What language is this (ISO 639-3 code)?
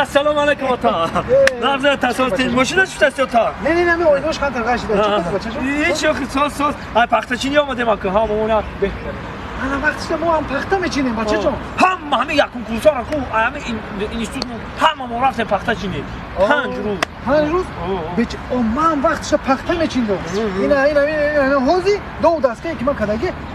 tgk